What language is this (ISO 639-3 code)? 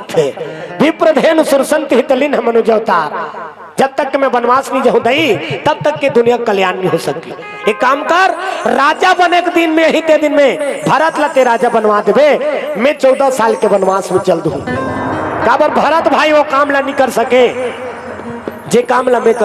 hne